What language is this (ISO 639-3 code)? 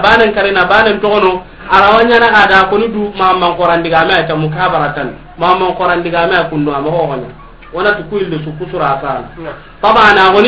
snk